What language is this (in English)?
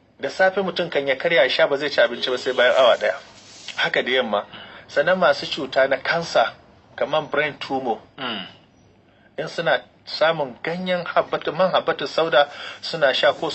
Hausa